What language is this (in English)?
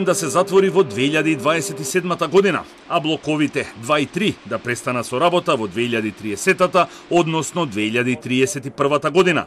Macedonian